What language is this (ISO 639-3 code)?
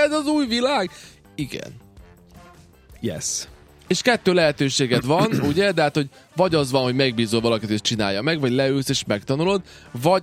hun